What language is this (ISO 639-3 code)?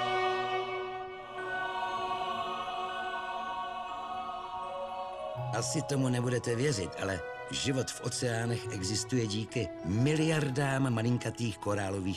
ces